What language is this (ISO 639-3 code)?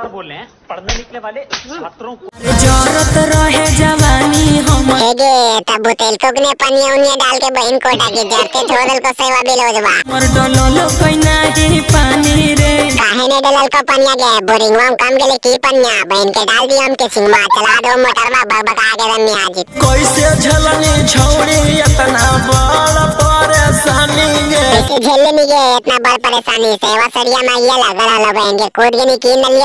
mag